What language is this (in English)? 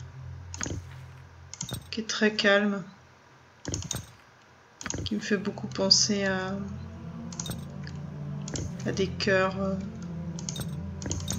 French